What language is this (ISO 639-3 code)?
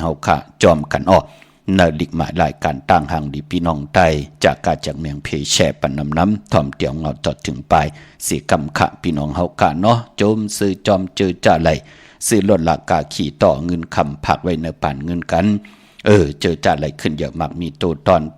shn